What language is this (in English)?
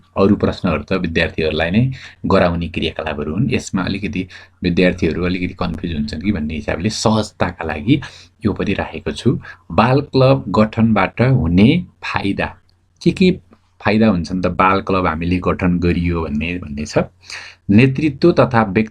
Nepali